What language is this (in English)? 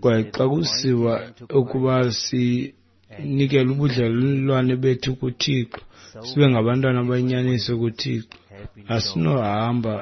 Xhosa